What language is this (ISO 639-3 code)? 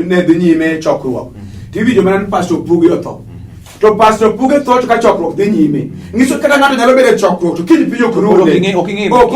luo